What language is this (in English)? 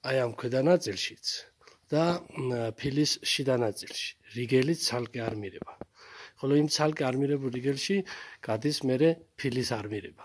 Georgian